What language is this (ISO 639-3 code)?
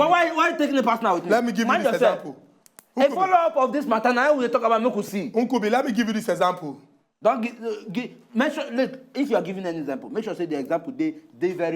pcm